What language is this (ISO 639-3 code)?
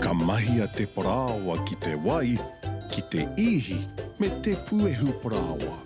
mri